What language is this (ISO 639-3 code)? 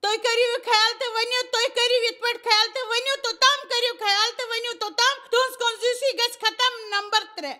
kas